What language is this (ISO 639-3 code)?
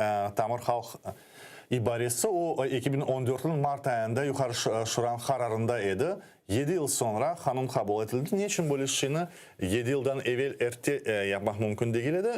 crh